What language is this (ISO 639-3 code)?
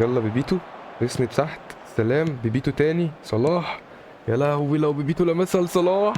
arz